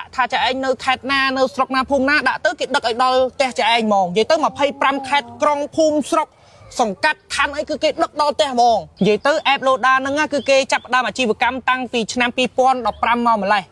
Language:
Khmer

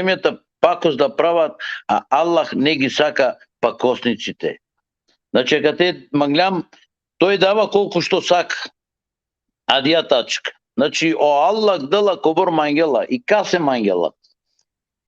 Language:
Balkan Romani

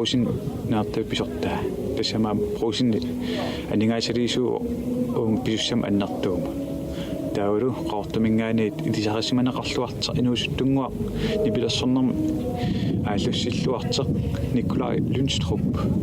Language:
Kalaallisut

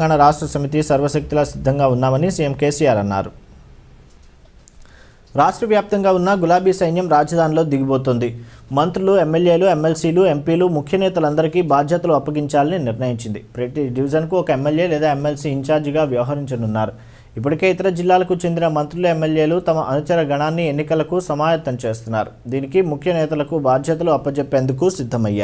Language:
Telugu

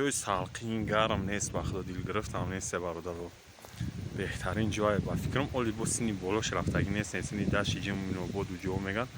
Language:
Tajik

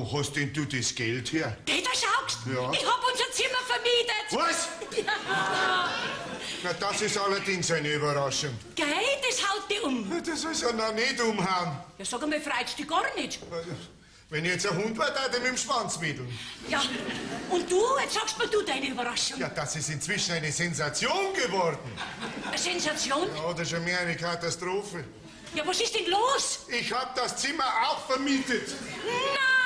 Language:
Bavarian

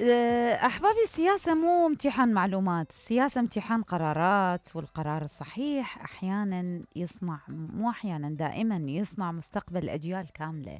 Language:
Mesopotamian Arabic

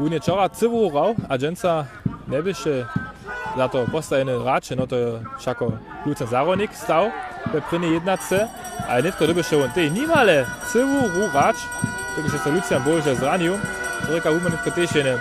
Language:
Upper Sorbian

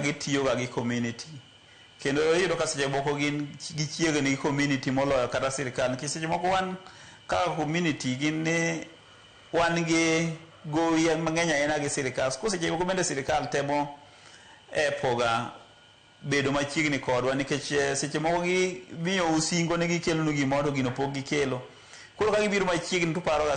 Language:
Luo (Kenya and Tanzania)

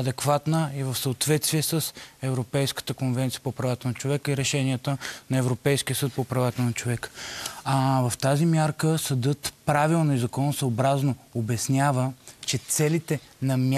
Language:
Bulgarian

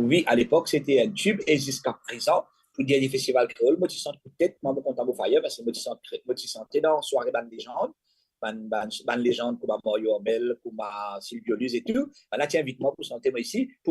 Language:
Morisyen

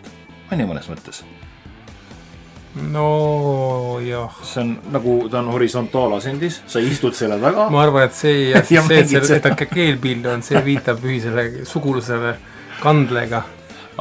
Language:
Estonian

